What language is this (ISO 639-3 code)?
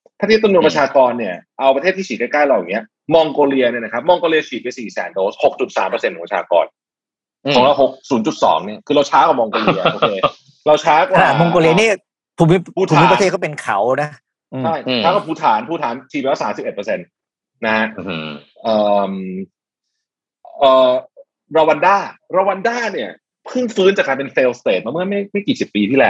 tha